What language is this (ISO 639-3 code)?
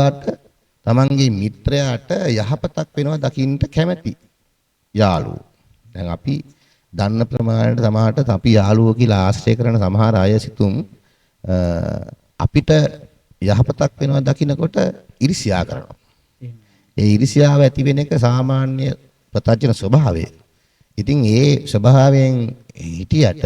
sin